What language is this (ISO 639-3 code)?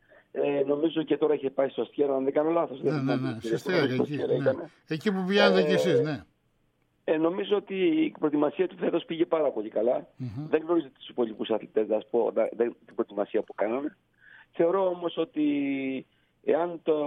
ell